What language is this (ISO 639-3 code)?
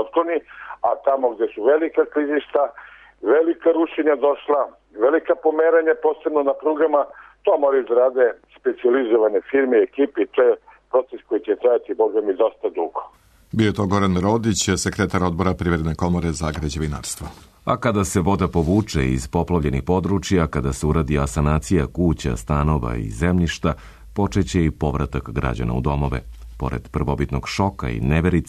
srp